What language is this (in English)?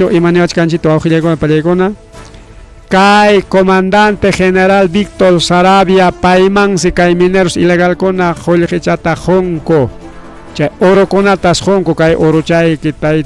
Ayacucho Quechua